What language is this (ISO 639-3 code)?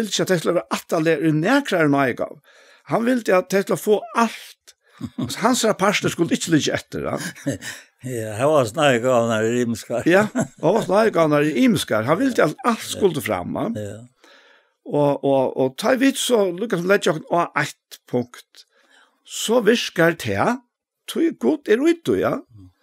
fao